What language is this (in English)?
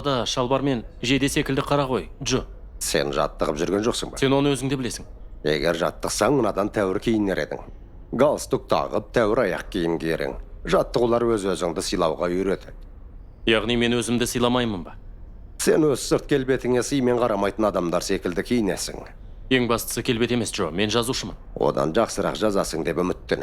Kazakh